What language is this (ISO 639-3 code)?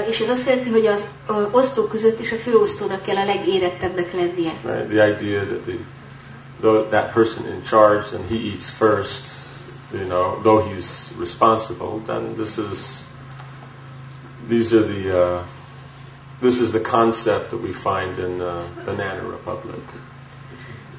hun